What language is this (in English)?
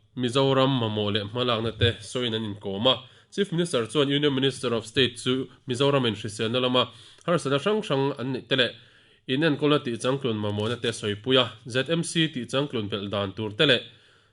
Mizo